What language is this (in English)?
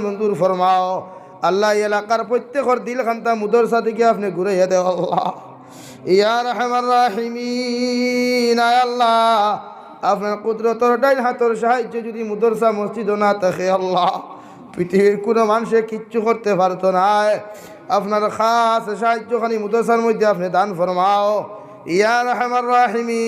Sylheti